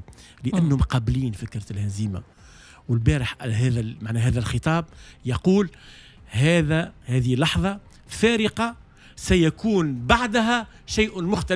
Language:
Tunisian Arabic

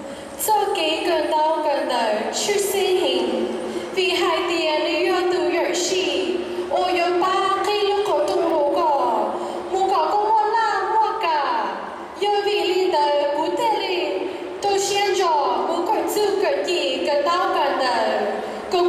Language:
Hmong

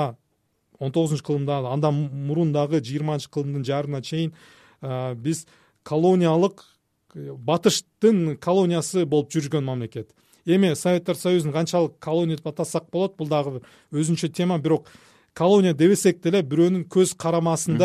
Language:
Kyrgyz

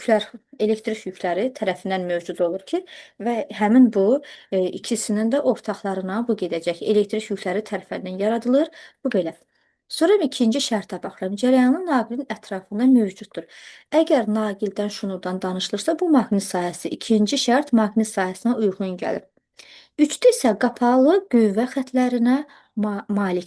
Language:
Azerbaijani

